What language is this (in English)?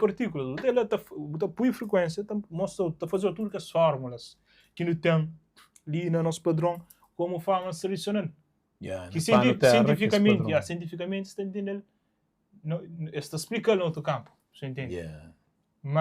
Kabuverdianu